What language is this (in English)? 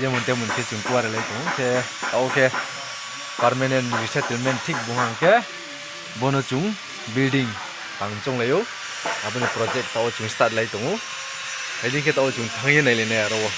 Riang (India)